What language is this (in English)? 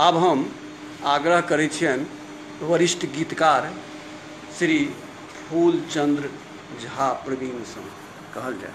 Maithili